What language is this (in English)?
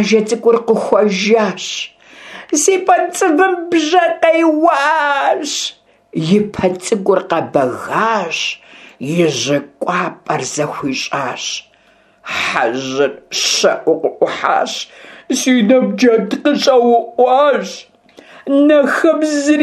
Kabardian